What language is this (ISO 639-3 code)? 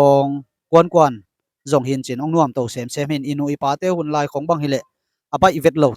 ctd